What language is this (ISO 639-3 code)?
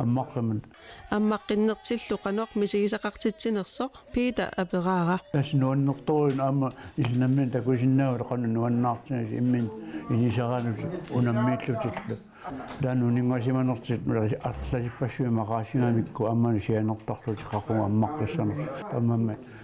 kal